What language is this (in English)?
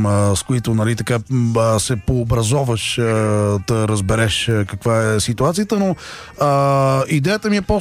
Bulgarian